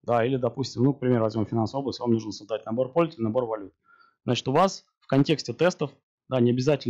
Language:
Russian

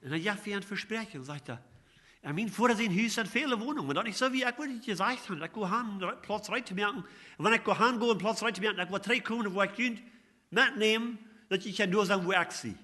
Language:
Plautdietsch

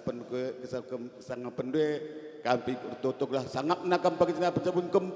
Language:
Batak Karo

